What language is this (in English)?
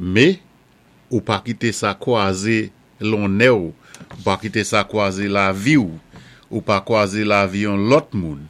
Saint Lucian Creole French